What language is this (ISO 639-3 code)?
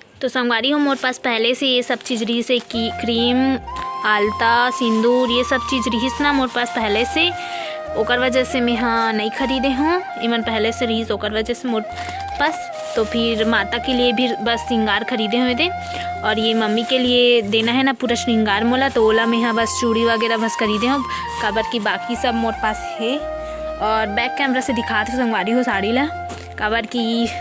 hne